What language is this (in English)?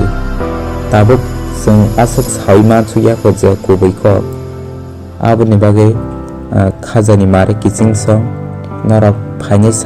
Kok Borok